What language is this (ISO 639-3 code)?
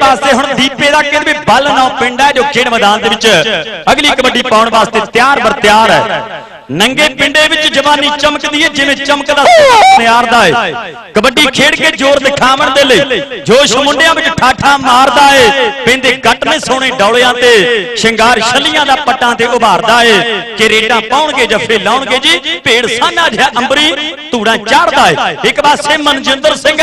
pan